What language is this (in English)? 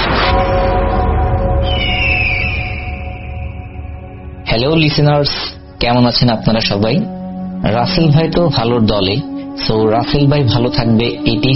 Bangla